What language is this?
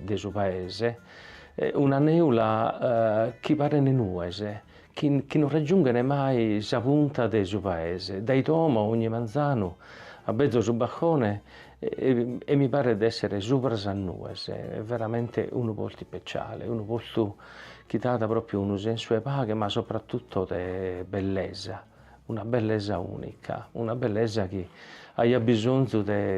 Sardinian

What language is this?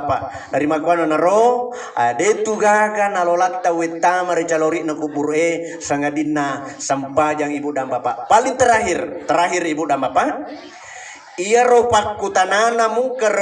Buginese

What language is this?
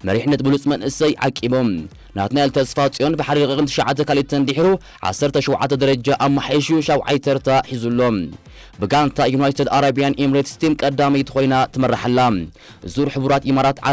Tigrinya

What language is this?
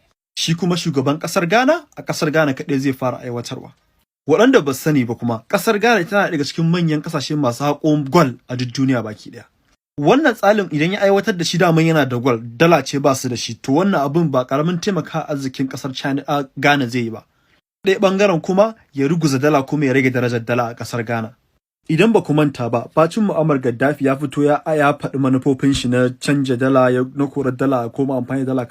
Hausa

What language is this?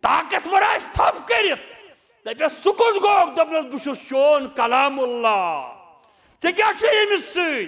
Kashmiri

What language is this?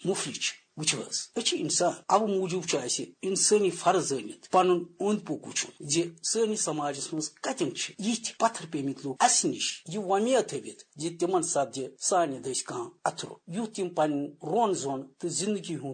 Kashmiri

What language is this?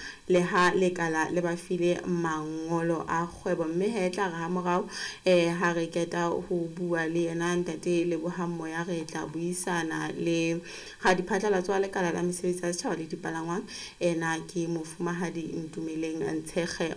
Southern Sotho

